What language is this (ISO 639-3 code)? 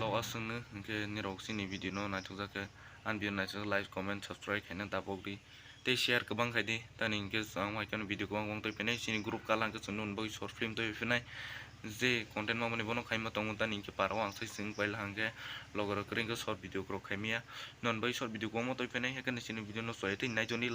trp